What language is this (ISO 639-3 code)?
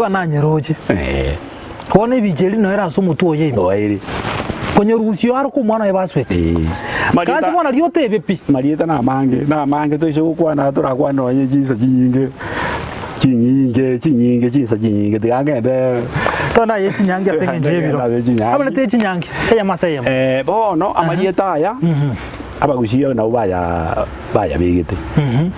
guz